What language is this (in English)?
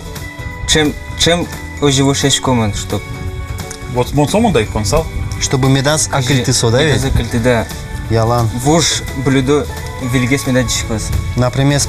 Udmurt